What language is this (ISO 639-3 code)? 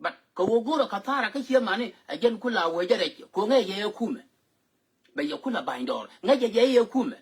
nus